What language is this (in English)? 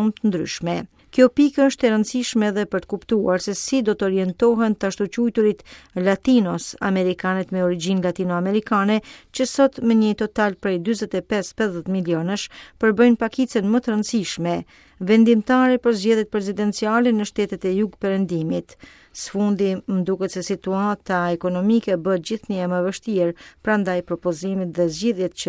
Albanian